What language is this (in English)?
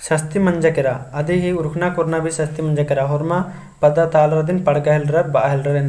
Kurukh